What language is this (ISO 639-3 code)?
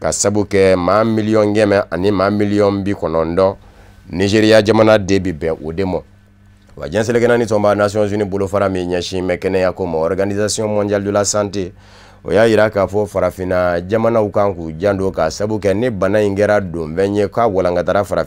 bam